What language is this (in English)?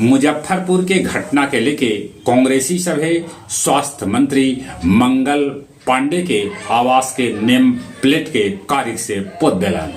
Magahi